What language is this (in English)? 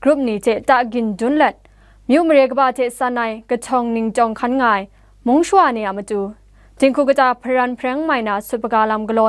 Kachin